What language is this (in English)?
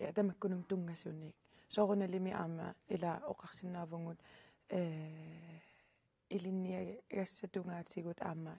Kalaallisut